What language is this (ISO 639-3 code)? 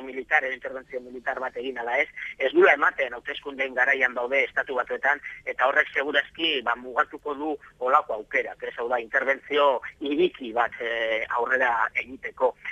eus